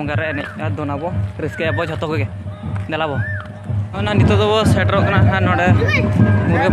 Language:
Santali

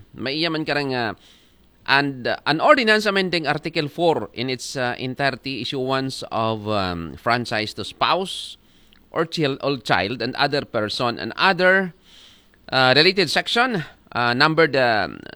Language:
Aklanon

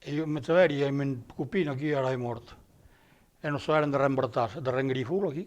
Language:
Occitan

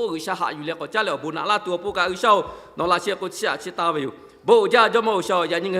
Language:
Lahu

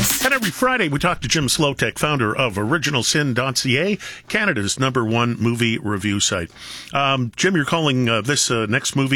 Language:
English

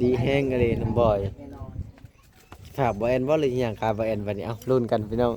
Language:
Lao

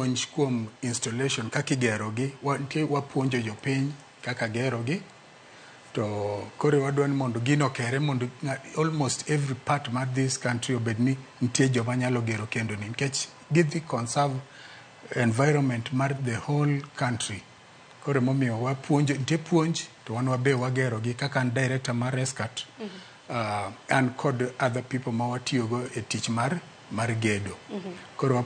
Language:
Luo (Kenya and Tanzania)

